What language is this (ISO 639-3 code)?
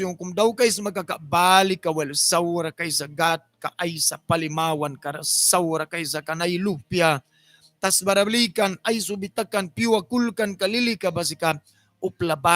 miq